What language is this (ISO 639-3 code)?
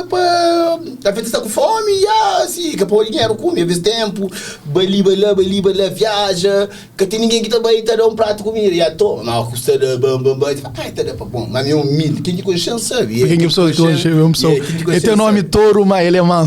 kea